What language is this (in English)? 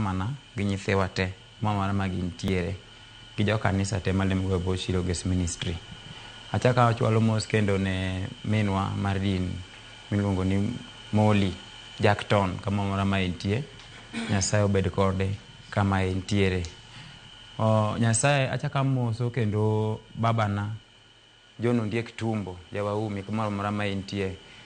Luo (Kenya and Tanzania)